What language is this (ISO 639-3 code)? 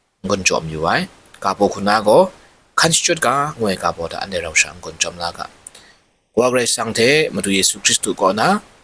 kac